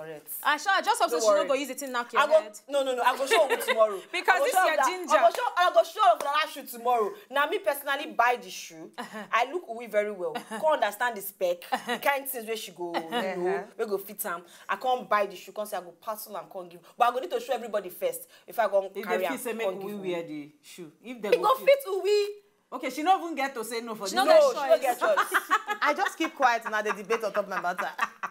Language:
Nigerian Pidgin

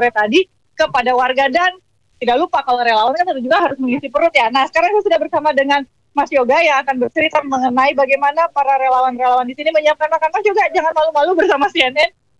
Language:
Indonesian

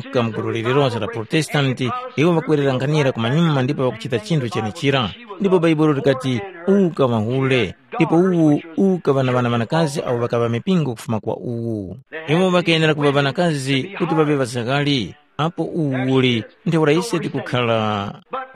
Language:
Tumbuka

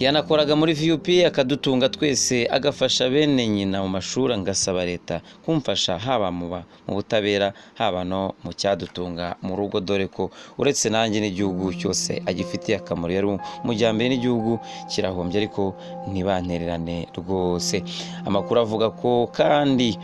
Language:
Kinyarwanda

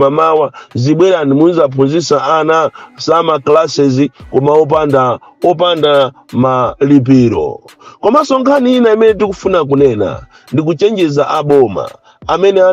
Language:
Nyanja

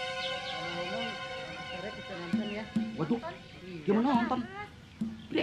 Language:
Betawi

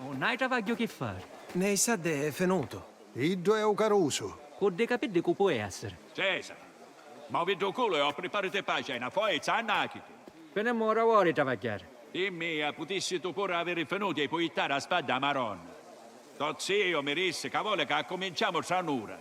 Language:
Sicilian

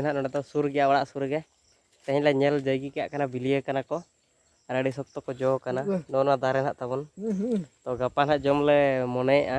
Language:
Santali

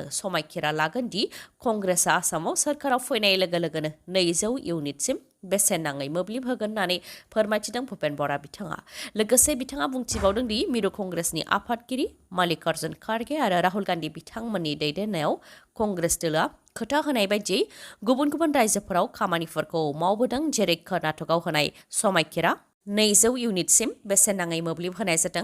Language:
Bodo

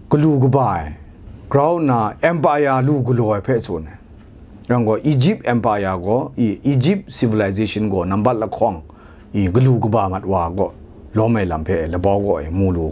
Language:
Kachin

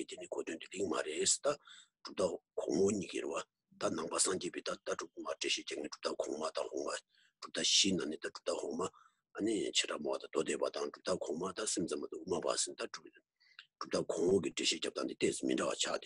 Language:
Tibetan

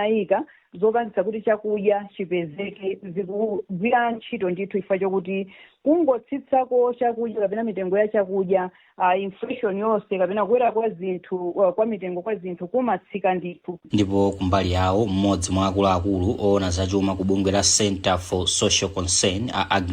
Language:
Nyanja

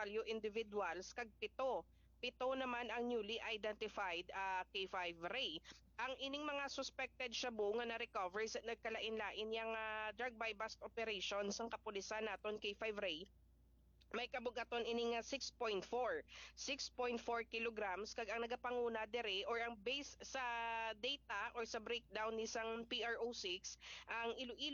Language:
Hiligaynon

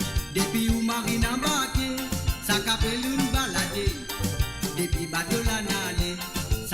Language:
Morisyen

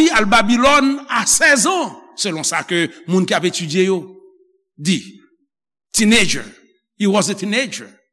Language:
Haitian Creole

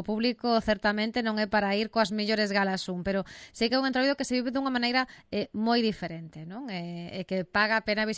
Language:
Galician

